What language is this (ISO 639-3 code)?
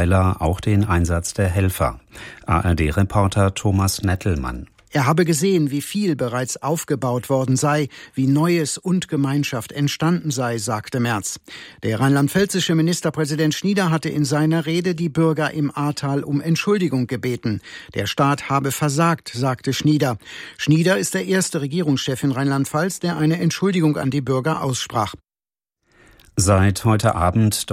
deu